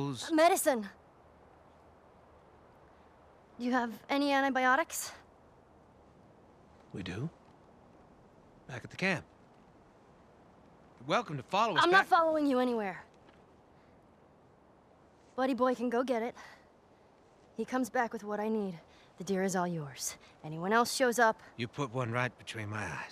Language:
English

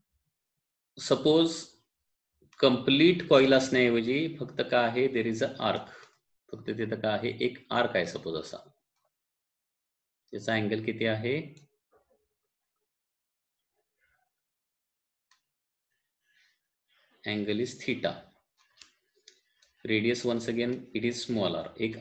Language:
Marathi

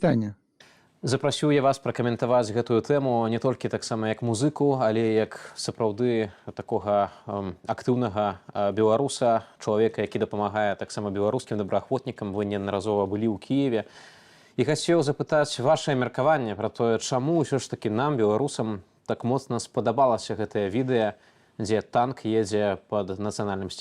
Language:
Belarusian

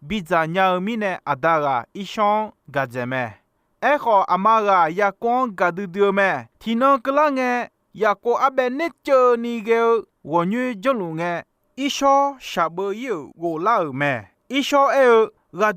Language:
Akha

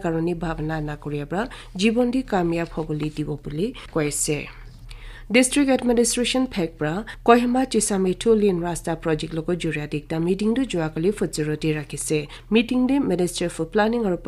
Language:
Naga Pidgin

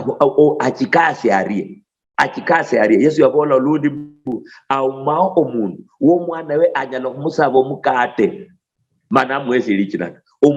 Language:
Luyia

